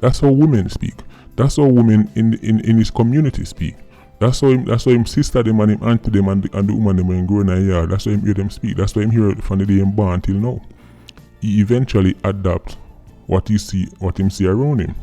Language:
Jamaican Creole English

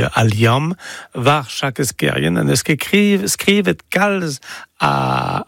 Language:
Breton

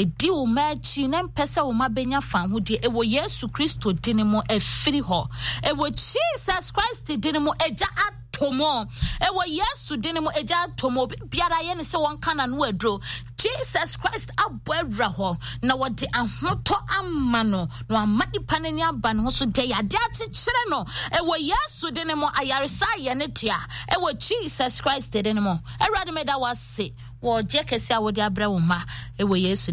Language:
Akan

